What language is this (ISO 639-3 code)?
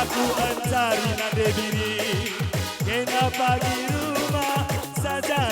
btx